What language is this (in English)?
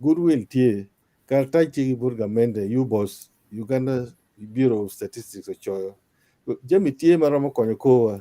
Acoli